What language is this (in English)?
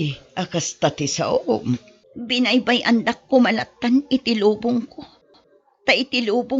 Iloko